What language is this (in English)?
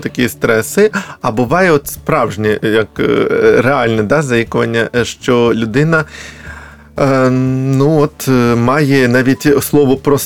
Ukrainian